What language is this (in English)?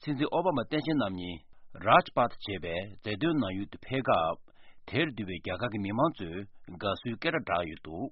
Tibetan